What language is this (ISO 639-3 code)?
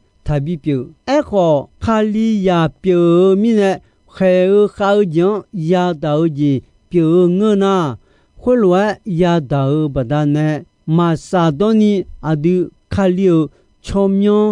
ahk